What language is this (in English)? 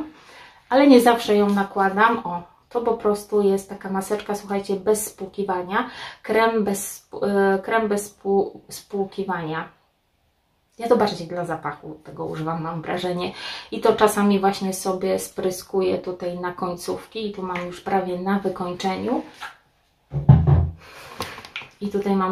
Polish